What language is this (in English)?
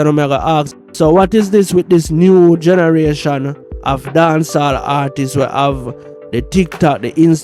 Jamaican Creole English